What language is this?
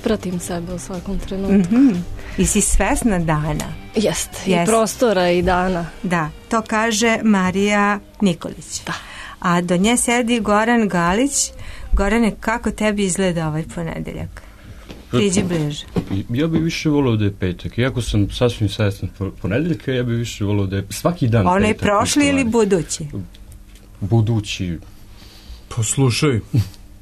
Serbian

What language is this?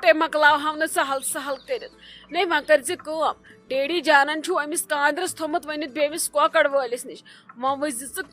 Kashmiri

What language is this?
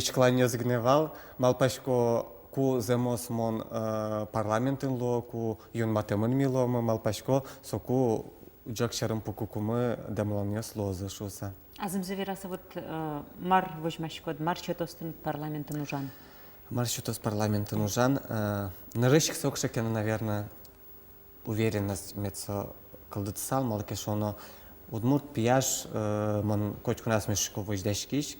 Udmurt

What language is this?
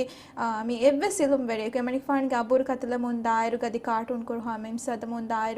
Divehi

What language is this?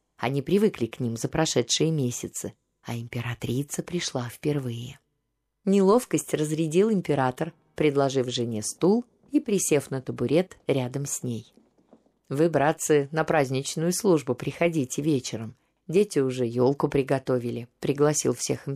Russian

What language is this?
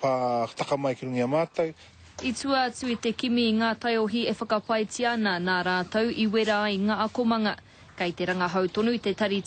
Māori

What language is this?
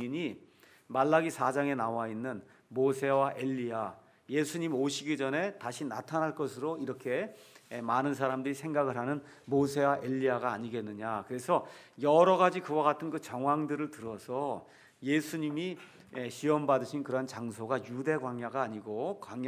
Korean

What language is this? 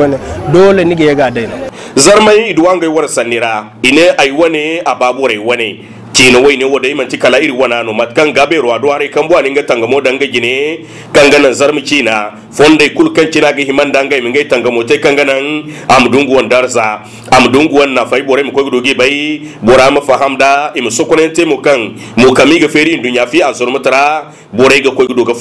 Zarma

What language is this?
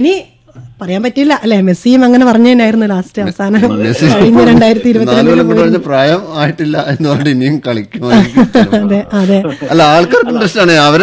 Malayalam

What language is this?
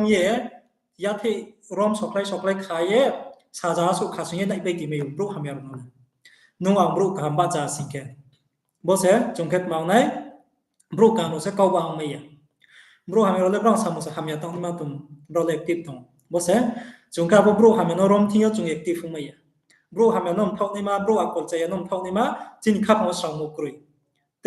Riang (India)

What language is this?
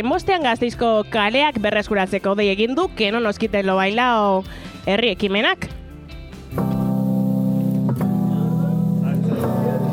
Basque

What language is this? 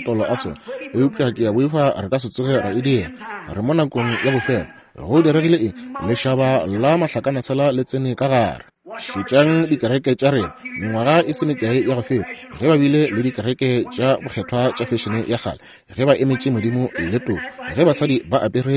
Northern Sotho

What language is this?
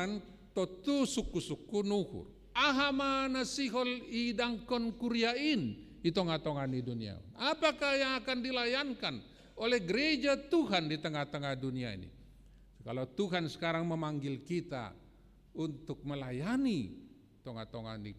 Batak Simalungun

